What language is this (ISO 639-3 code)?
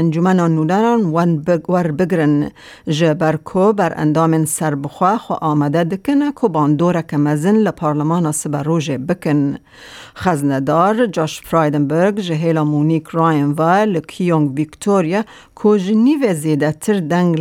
kur